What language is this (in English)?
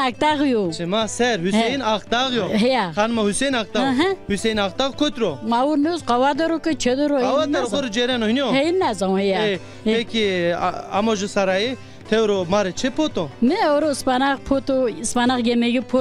Zaza